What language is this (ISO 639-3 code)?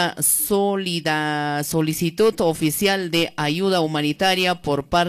que